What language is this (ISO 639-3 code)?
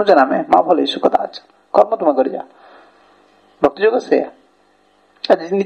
ori